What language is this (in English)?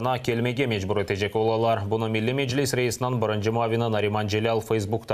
Crimean Tatar